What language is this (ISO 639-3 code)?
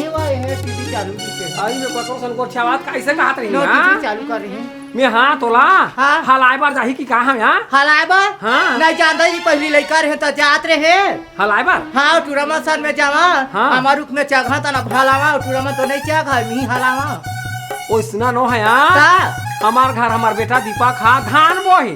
hne